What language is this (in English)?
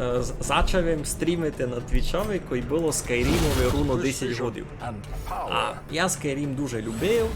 Rusyn